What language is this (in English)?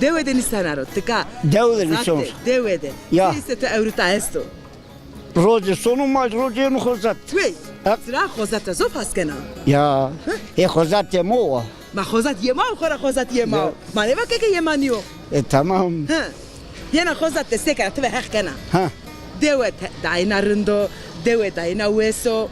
Zaza